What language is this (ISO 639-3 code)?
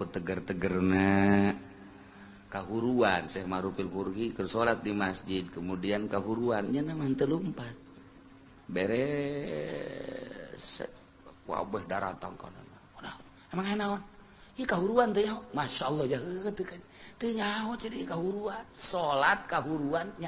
sun